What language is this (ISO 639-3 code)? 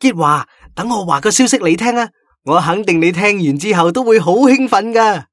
yue